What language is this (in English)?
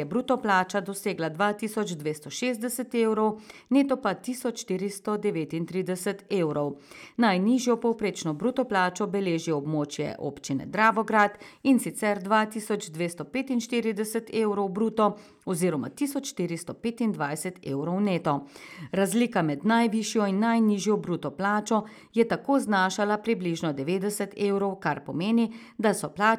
Slovenian